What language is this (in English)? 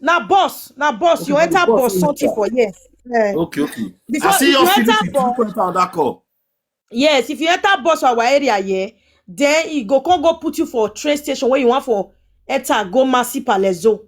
Nigerian Pidgin